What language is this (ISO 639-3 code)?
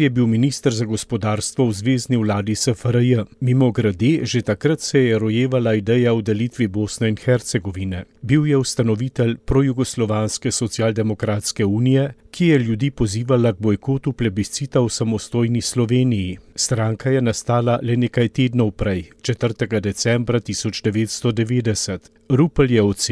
slv